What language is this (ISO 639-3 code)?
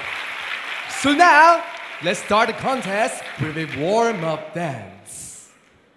eng